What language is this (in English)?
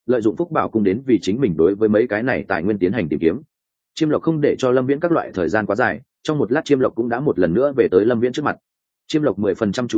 Vietnamese